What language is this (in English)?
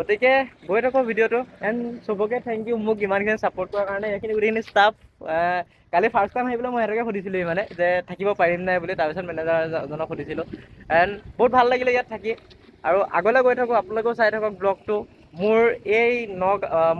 Assamese